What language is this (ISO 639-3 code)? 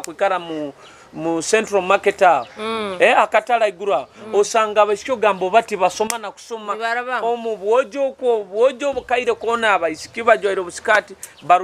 nyo